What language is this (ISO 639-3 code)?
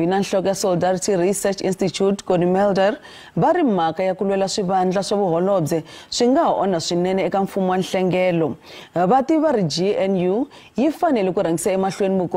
tso